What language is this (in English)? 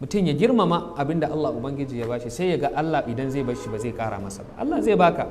Hausa